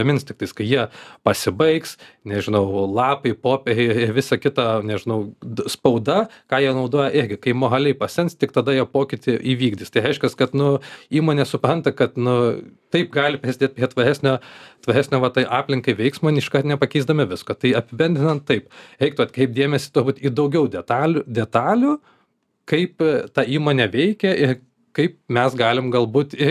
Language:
Lithuanian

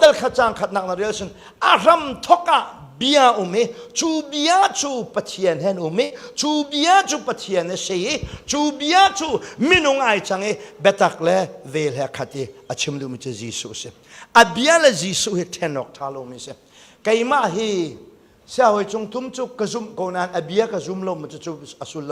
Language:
Hakha Chin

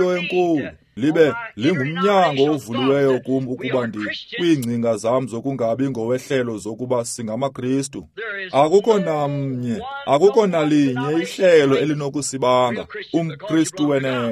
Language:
Xhosa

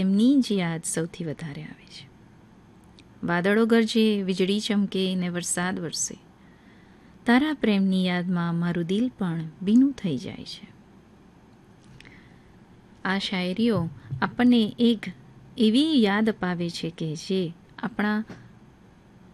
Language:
Gujarati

